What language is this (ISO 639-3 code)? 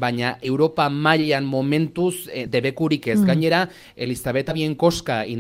eus